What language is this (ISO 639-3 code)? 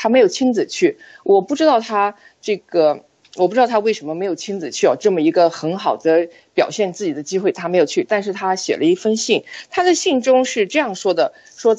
zho